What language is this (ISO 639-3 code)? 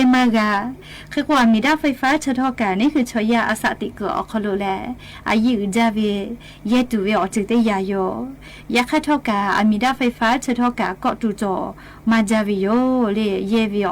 lhu